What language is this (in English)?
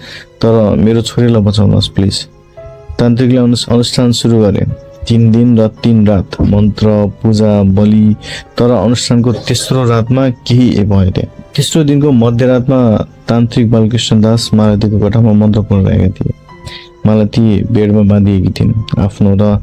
Nepali